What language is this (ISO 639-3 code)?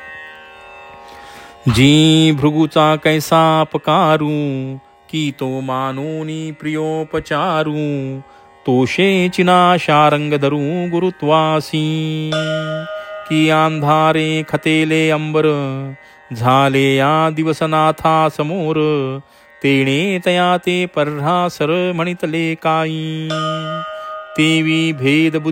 mar